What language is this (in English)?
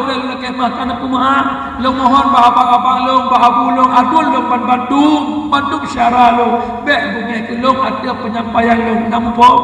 Achinese